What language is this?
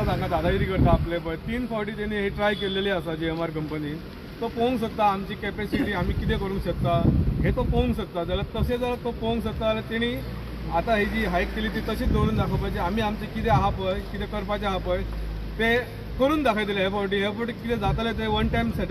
Konkani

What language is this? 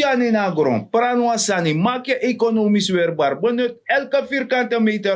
Sranan Tongo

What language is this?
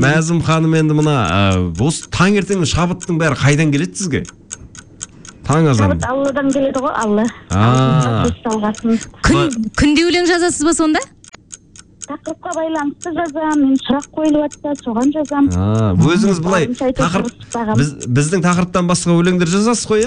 Kazakh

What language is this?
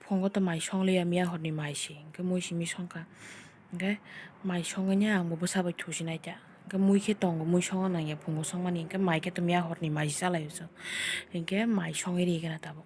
Kok Borok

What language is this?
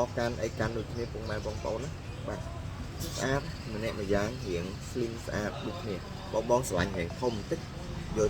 Khmer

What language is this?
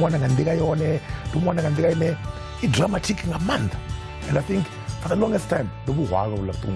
Venda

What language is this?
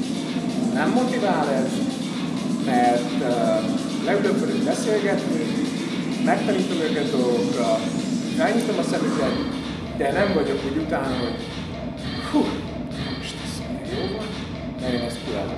Hungarian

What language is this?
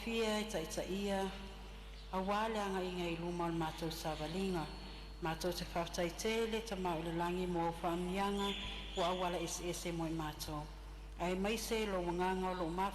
Samoan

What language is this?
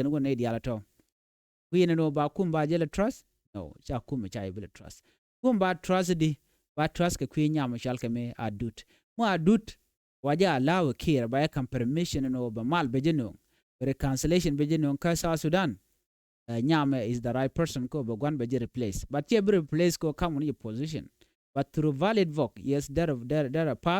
Nuer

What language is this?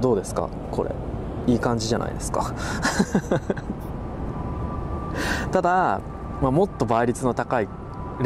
Japanese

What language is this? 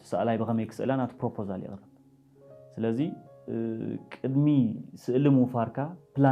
Tigrinya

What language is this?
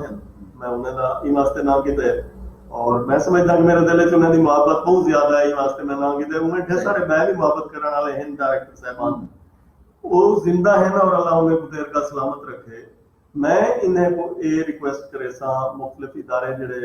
Saraiki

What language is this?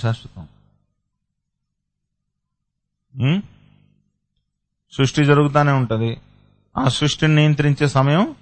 Telugu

